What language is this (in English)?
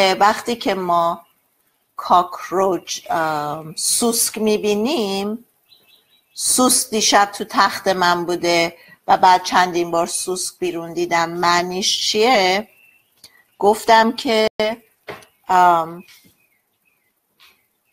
Persian